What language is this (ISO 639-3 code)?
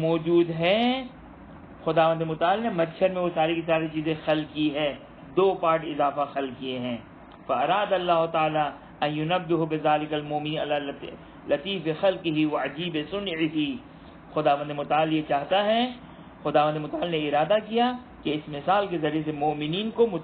urd